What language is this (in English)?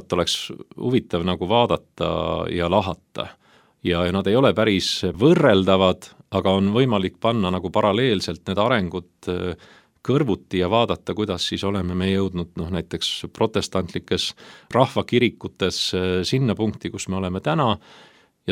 Estonian